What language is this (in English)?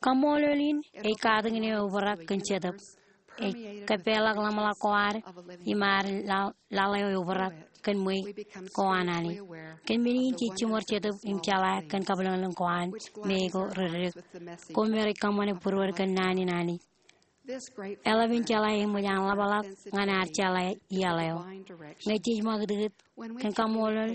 Marshallese